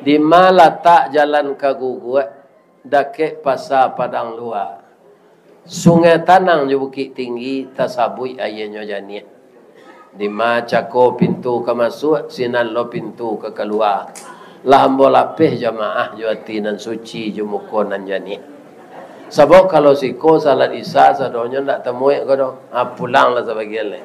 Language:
Minangkabau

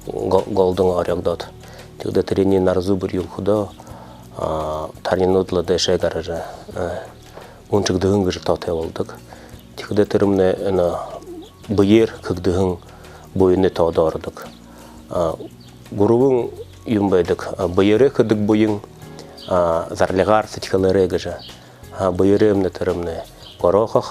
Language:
Buriat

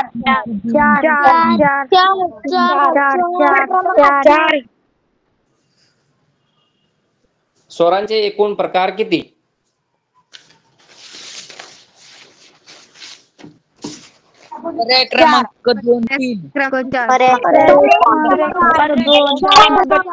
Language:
Marathi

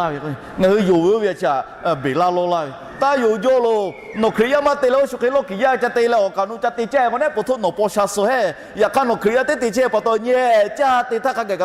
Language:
Lahu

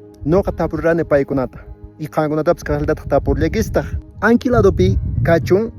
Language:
Quechua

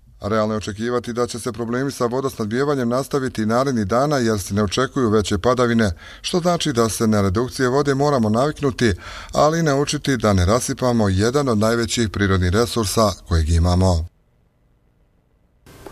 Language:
Bosnian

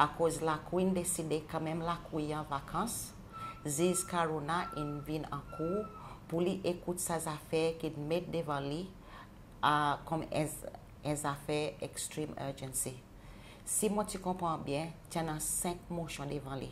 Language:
Seselwa Creole French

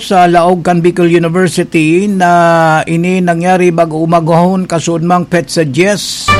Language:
Bikol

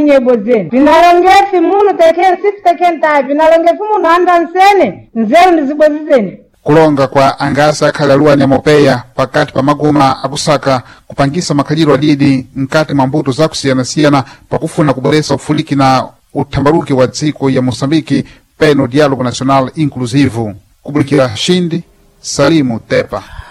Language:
Sena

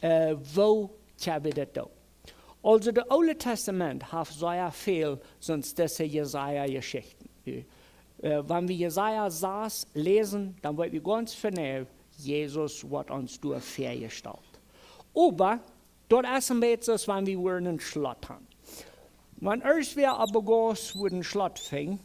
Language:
Plautdietsch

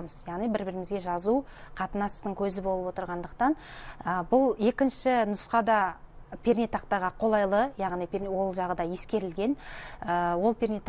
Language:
Kazakh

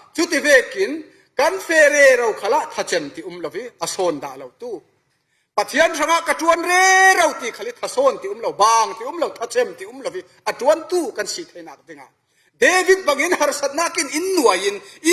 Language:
Falam Chin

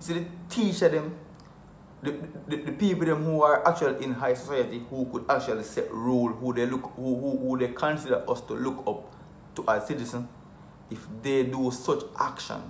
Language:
Jamaican Creole English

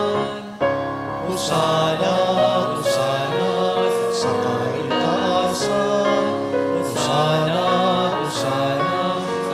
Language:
Bikol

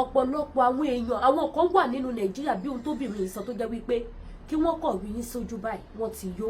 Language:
Yoruba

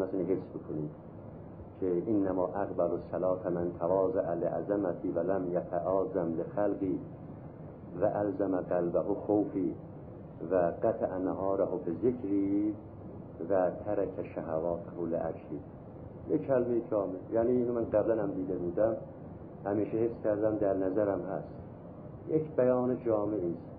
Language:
Persian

